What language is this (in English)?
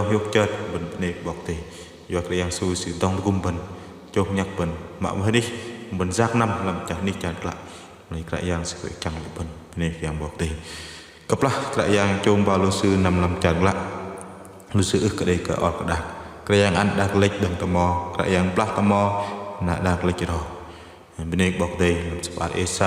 Bahnar